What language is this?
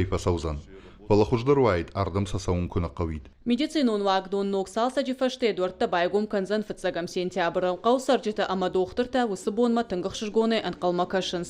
Ossetic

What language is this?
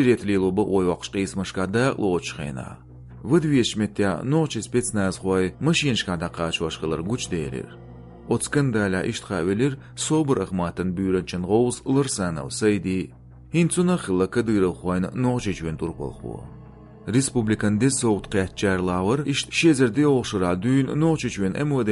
Chechen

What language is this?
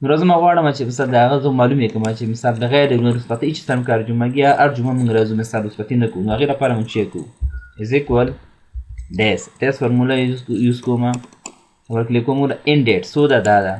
Pashto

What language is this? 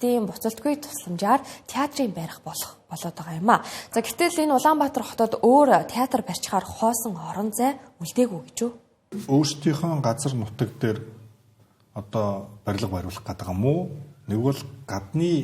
Mongolian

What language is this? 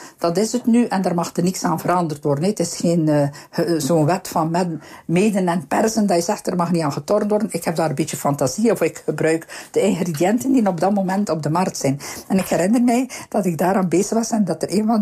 Dutch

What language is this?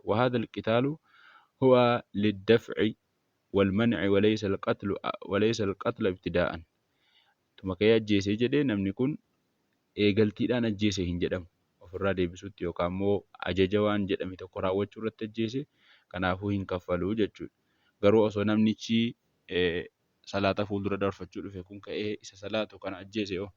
Oromo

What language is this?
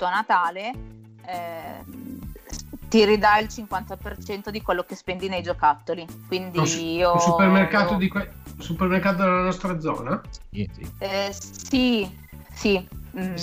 Italian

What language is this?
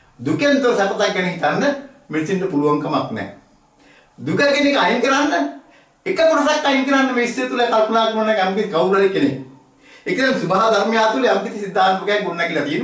Sinhala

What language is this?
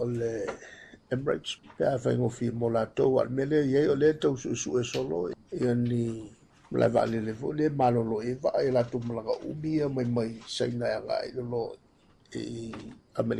Samoan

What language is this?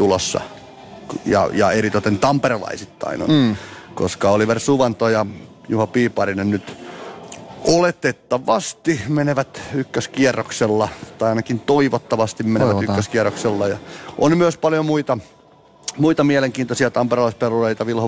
Finnish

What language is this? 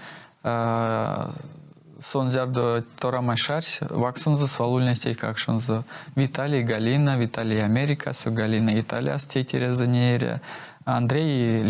Erzya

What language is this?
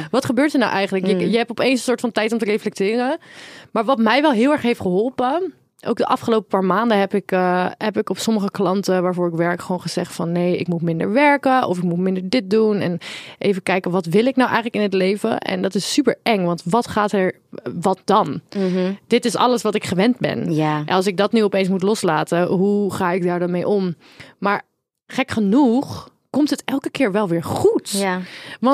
Dutch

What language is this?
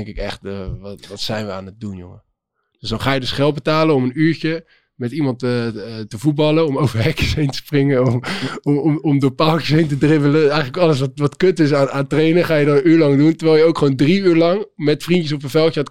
Dutch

